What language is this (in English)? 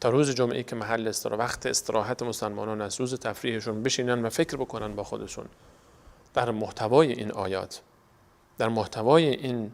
Persian